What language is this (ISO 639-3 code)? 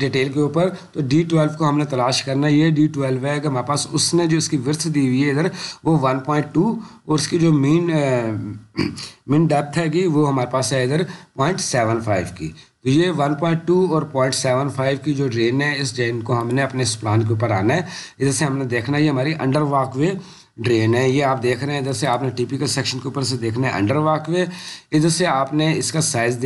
urd